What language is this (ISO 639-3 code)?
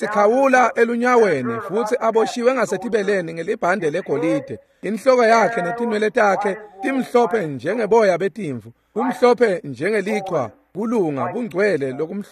ssw